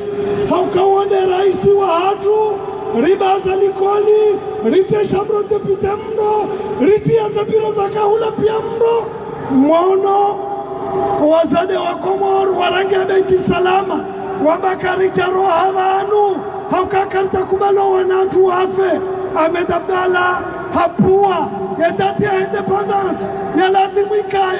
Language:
Ngazidja Comorian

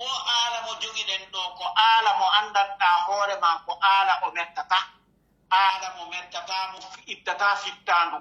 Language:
Pular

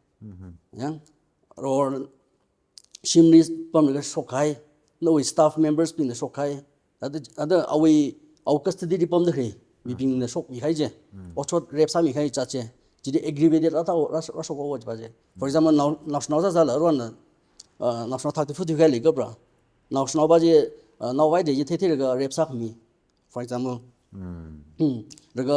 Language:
Tangkhul Naga (India)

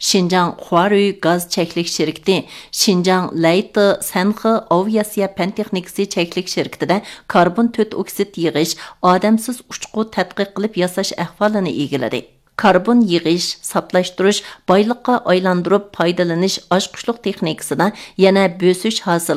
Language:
Uyghur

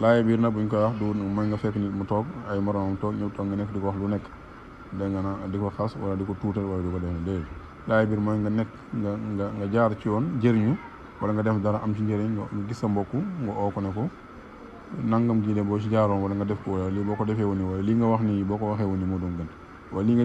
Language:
Wolof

